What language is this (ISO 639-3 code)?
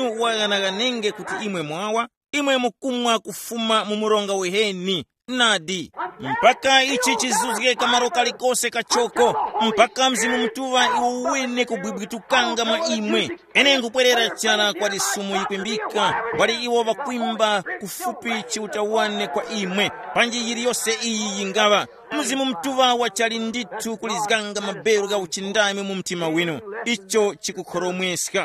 tum